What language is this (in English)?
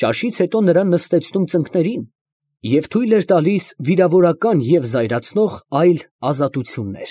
Armenian